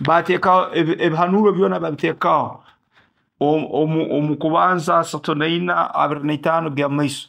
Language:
Nyoro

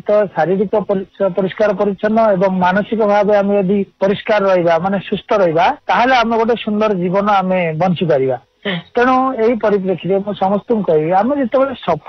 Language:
Odia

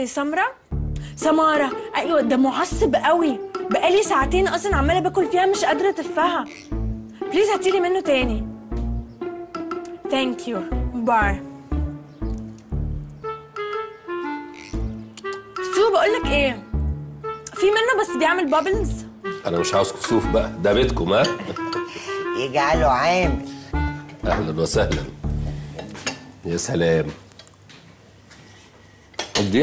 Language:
Egyptian Arabic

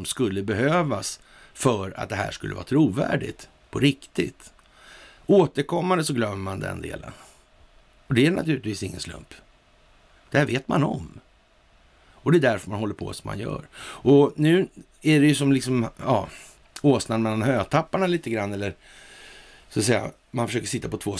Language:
Swedish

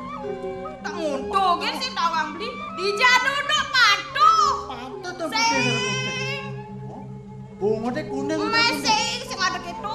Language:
Balinese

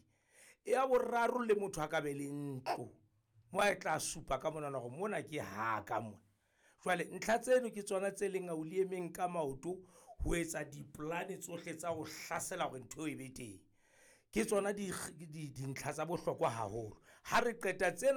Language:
Southern Sotho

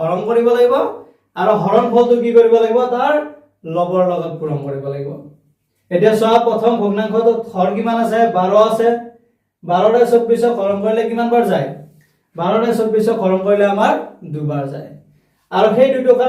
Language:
Assamese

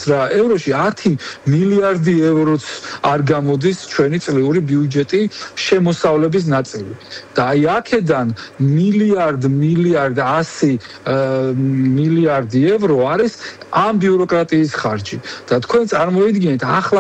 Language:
Georgian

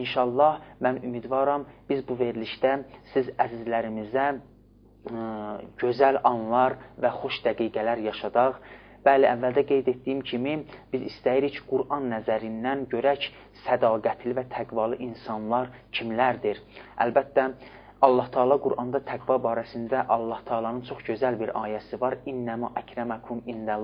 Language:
Azerbaijani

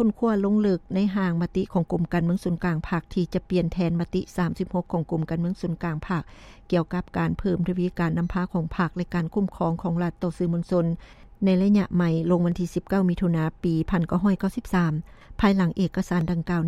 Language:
Lao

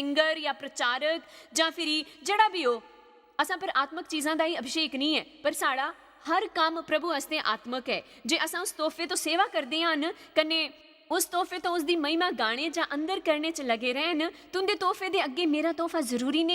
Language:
Dogri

